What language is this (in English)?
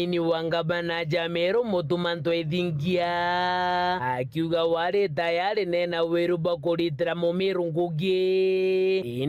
Meru